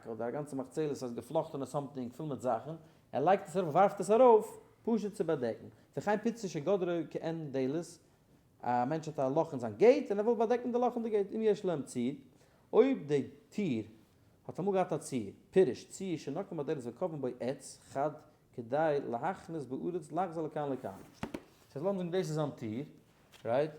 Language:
Yiddish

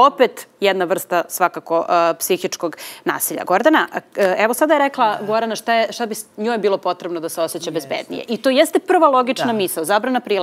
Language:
Serbian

